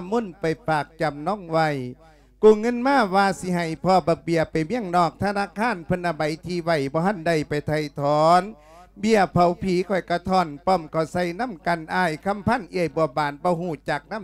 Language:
Lao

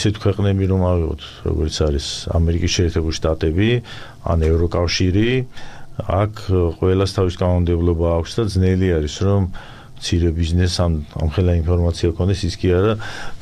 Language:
Georgian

